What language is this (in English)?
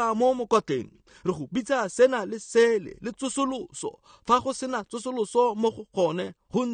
Tswana